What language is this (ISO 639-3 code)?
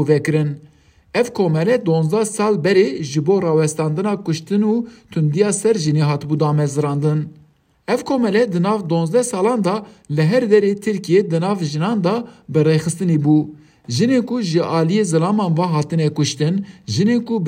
kur